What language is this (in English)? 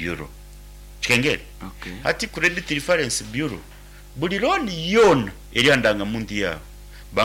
Nyankole